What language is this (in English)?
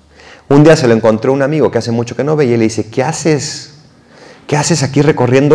Spanish